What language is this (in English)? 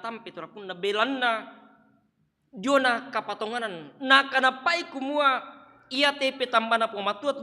Toraja-Sa'dan